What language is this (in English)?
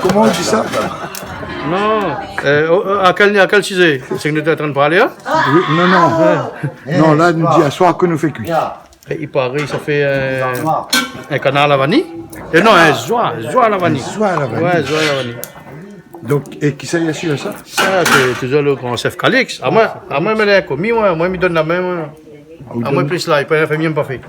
Réunion Creole French